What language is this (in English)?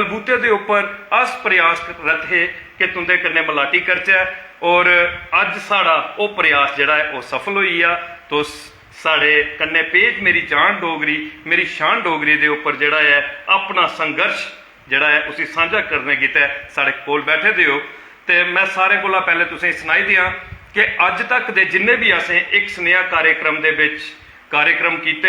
Dogri